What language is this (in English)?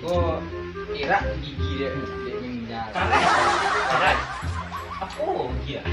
Minangkabau